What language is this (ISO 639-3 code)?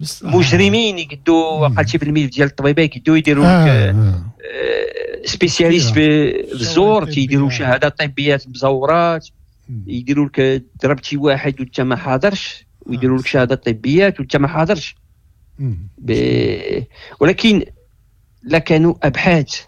ary